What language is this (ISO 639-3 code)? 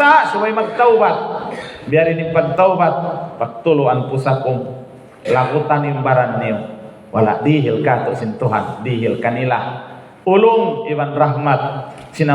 tsg